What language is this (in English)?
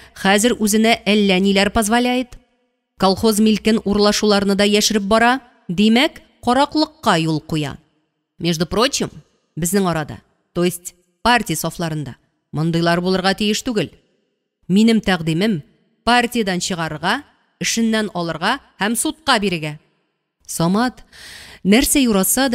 Tatar